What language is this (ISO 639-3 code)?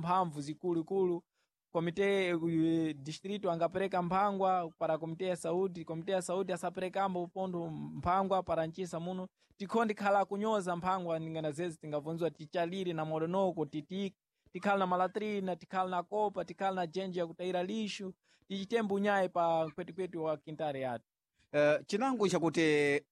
seh